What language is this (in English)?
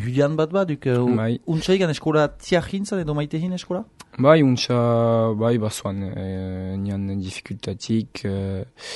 Basque